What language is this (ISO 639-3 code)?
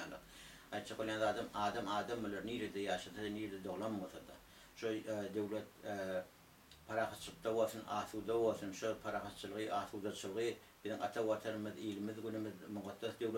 tuk